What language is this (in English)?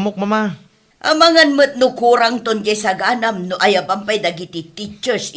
Iloko